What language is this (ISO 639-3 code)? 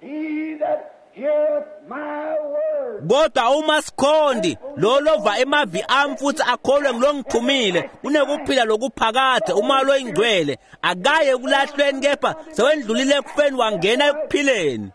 ssw